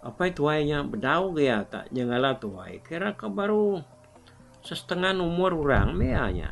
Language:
Iban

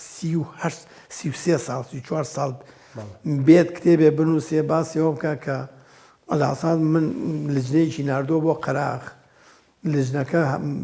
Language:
Central Kurdish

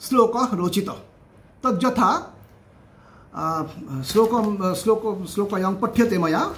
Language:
Sanskrit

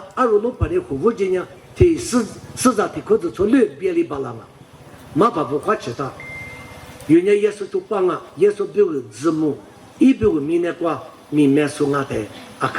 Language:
Lisu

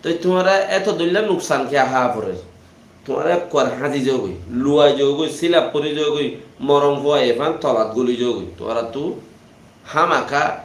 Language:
Rohingya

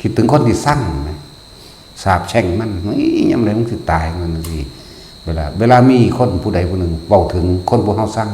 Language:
Northeastern Thai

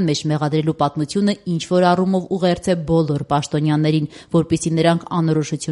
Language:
Armenian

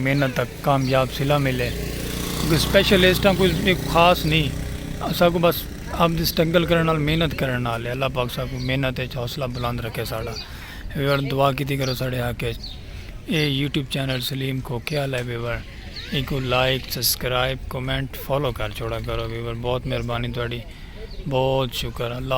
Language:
Saraiki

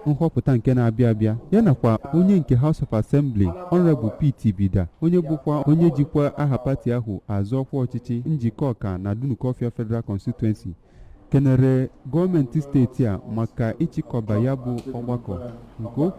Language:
Igbo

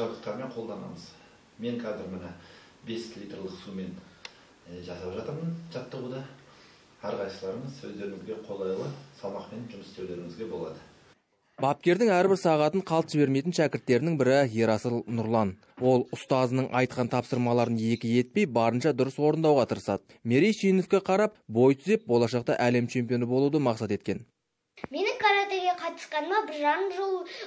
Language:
Kazakh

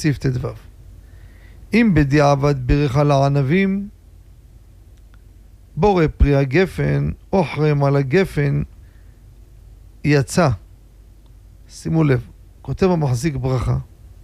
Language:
Hebrew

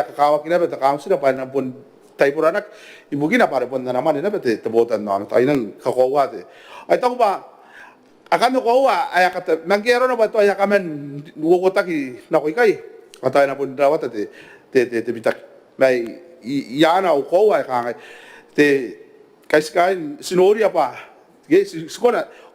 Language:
Gilbertese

